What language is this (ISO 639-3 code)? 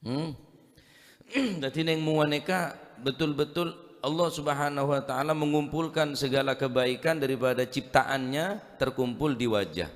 mad